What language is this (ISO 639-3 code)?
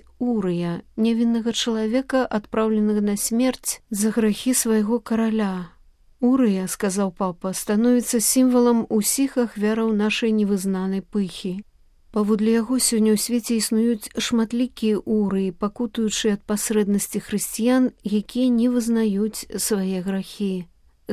bel